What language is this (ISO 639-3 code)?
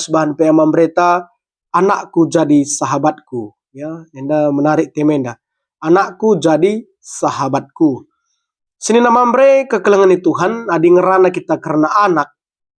btx